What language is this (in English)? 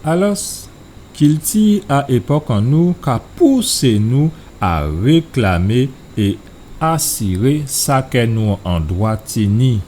Guadeloupean Creole French